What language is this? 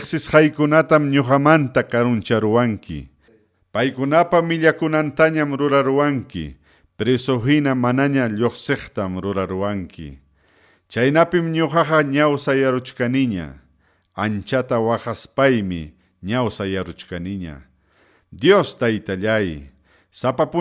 Ayacucho Quechua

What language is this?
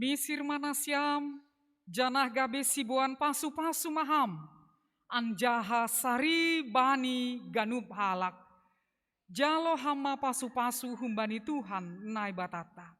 Batak Simalungun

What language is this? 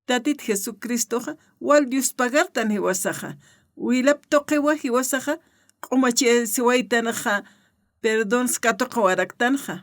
Aymara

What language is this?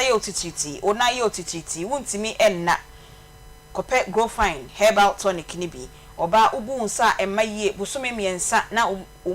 Akan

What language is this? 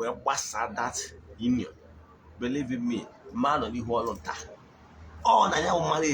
Igbo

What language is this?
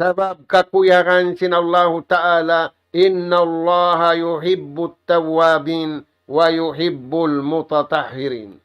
Tausug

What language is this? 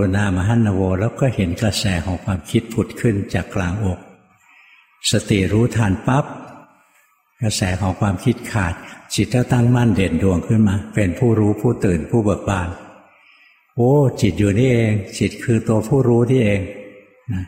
Thai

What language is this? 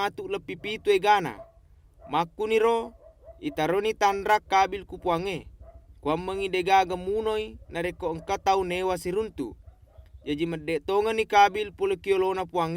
Buginese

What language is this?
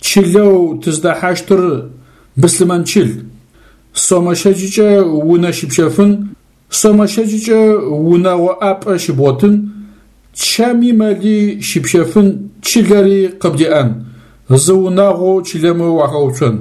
Adyghe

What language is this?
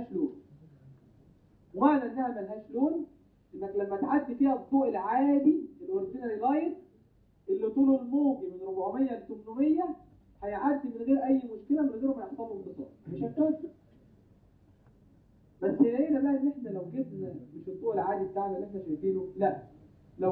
Egyptian Arabic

